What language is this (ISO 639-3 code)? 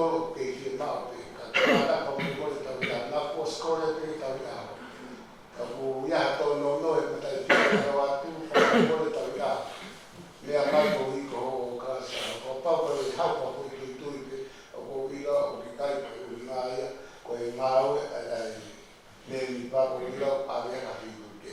ton